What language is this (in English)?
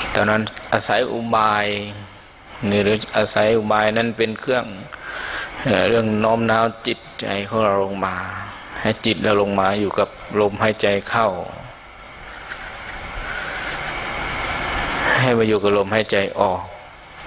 Thai